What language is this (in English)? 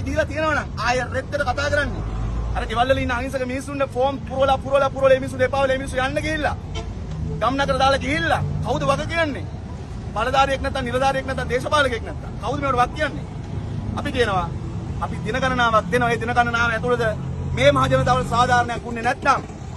Sinhala